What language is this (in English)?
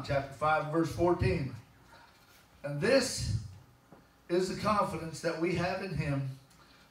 English